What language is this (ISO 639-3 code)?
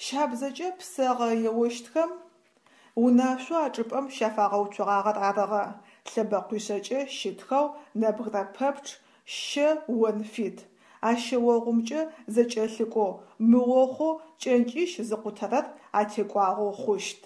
ady